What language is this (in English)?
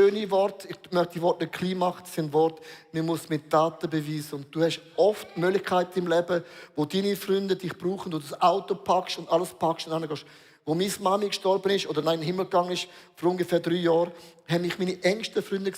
Swiss German